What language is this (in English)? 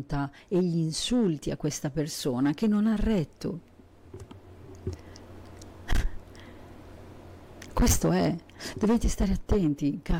Italian